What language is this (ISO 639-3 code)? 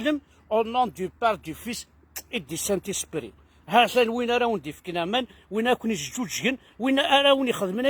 kab